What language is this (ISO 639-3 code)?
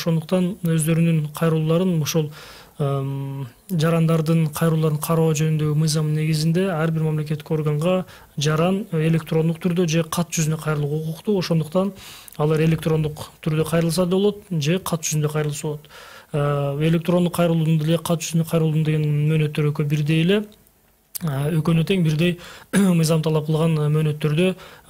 kir